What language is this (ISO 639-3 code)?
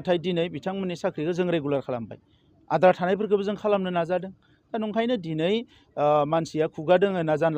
brx